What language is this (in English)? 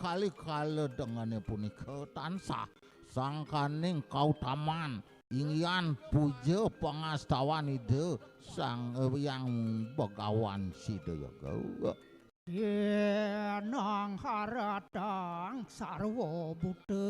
Balinese